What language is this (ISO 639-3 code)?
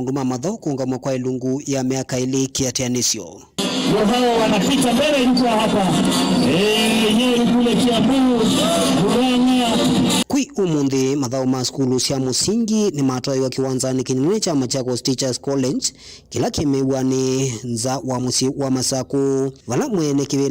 kam